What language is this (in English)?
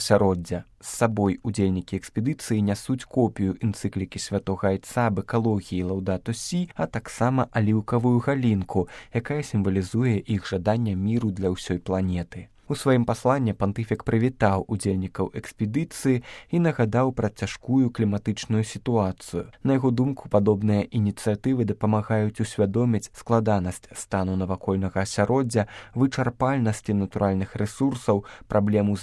Belarusian